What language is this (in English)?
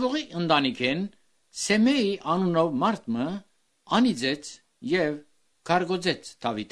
Armenian